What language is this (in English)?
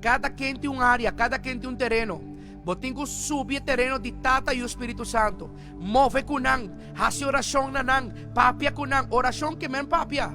Papiamento